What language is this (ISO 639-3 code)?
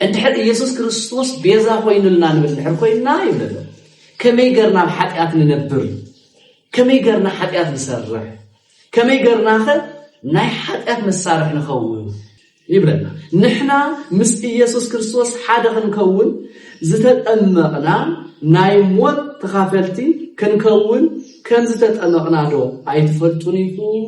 tir